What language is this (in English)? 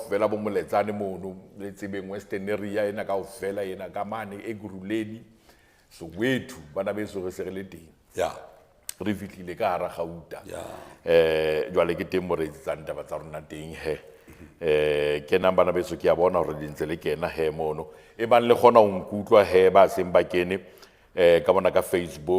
Southern Sotho